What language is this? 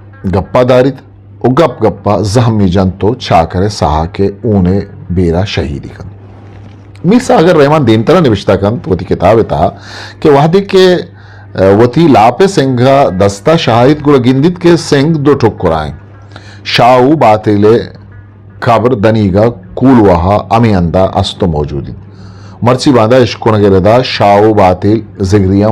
Eastern Balochi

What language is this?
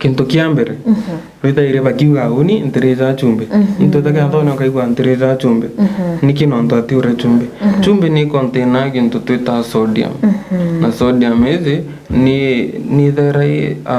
Meru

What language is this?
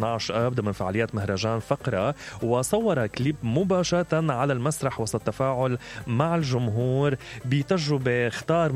Mesopotamian Arabic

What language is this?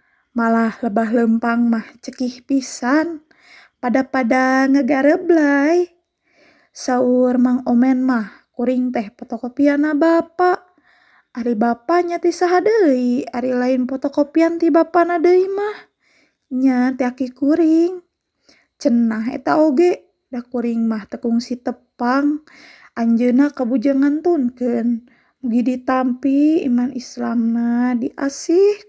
Sundanese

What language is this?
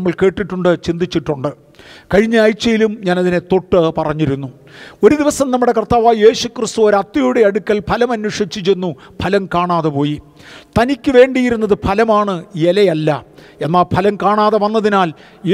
Malayalam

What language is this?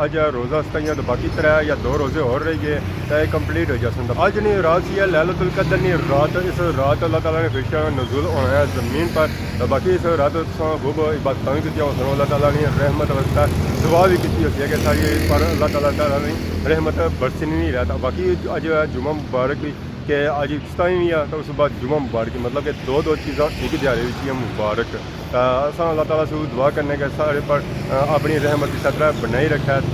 Pahari-Potwari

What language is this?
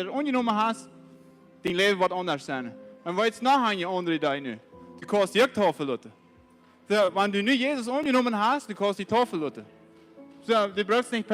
Plautdietsch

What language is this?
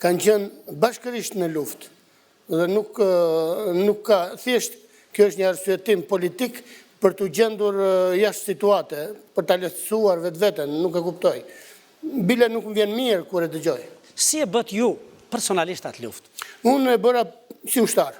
Albanian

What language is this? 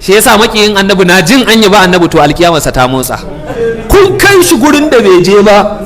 Hausa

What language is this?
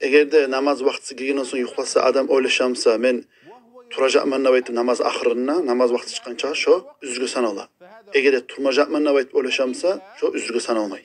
Kumyk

